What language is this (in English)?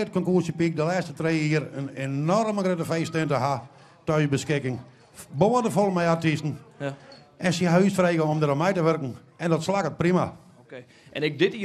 Western Frisian